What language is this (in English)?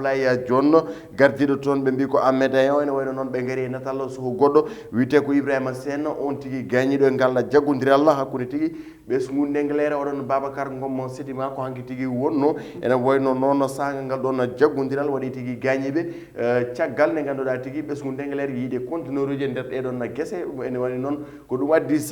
Fula